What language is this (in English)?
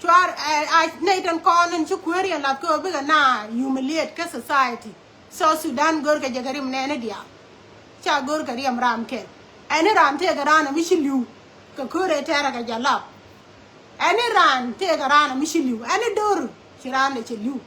Nuer